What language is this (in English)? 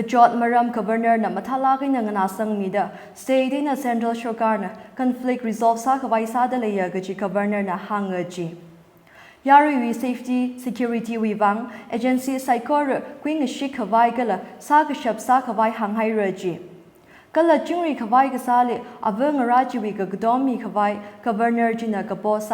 Tangkhul Naga (India)